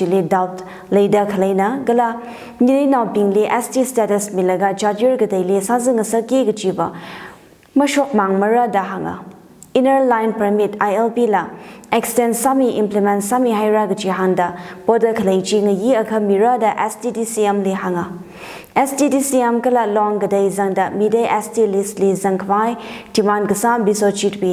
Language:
Tangkhul Naga (India)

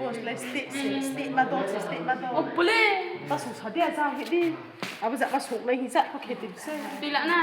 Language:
Riang (India)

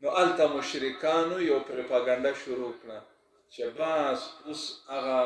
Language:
Pashto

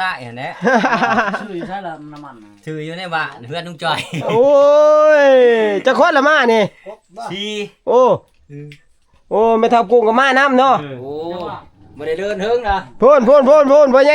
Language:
Northeastern Thai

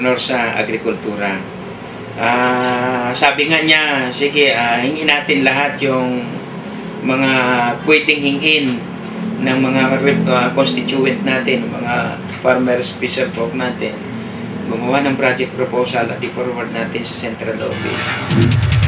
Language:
Filipino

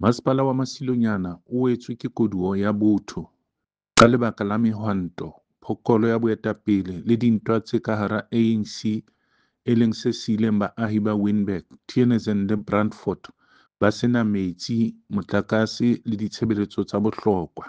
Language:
Southern Sotho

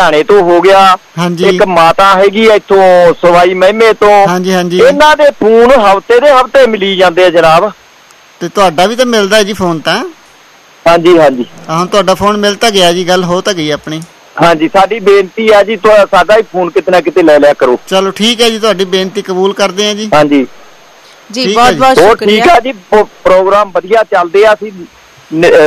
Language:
Punjabi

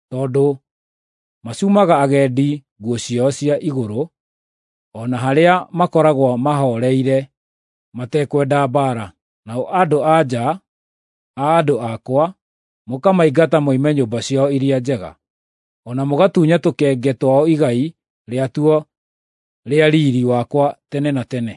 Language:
Kikuyu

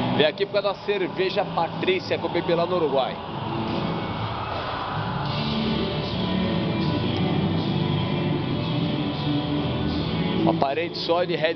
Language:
Portuguese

